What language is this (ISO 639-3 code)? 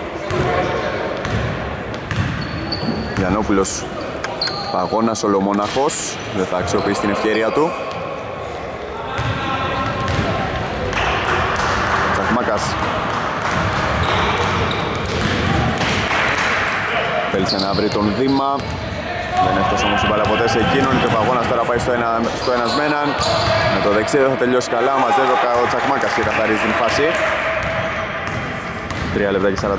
ell